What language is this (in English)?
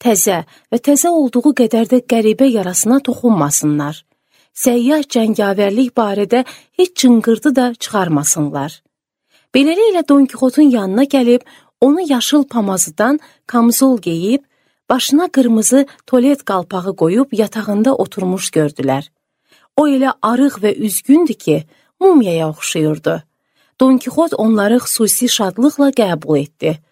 Azerbaijani